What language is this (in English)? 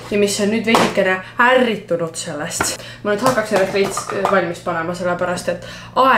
Estonian